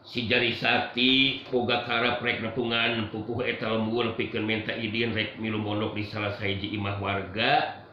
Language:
Sundanese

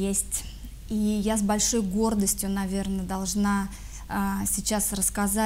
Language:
Russian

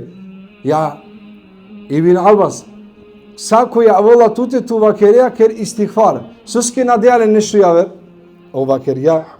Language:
Balkan Romani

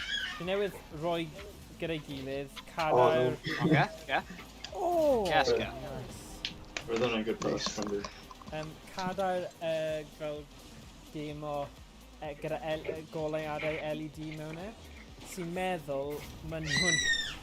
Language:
Welsh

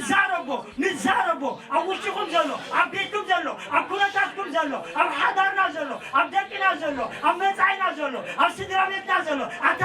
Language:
Tigrinya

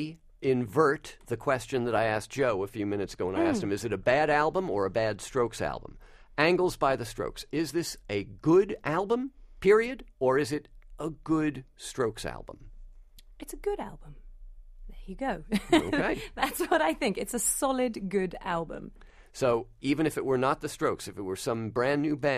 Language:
English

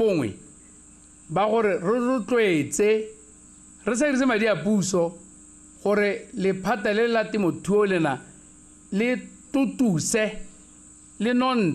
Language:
Tswana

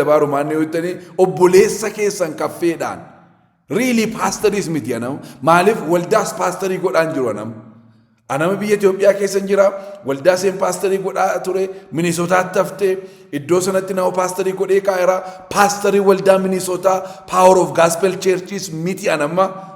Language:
Oromo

